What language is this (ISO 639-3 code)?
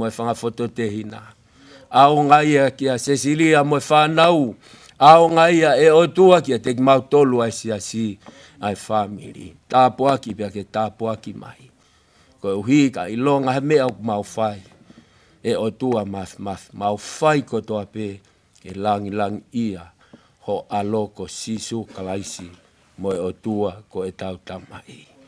ton